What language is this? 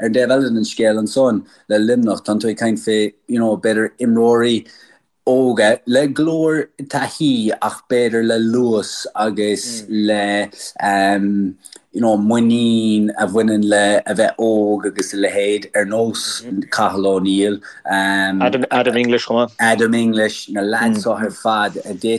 Irish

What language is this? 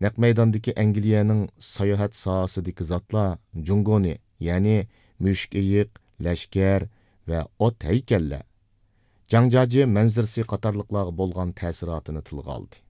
Uyghur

